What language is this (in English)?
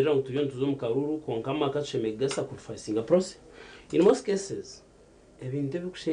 Nyankole